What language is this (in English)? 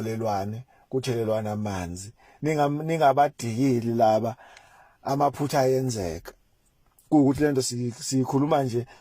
Zulu